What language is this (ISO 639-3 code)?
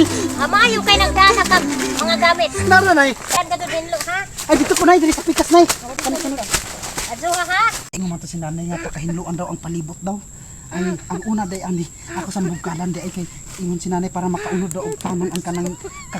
ceb